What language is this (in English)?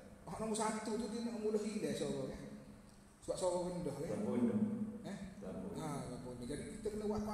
Malay